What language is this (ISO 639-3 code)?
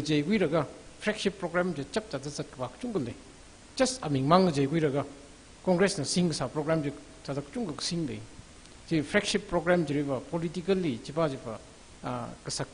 nmf